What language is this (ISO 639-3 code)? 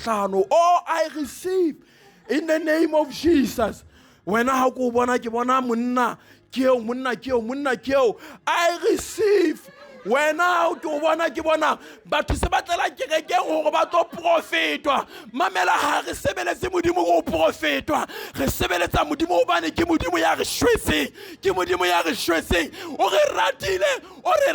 sot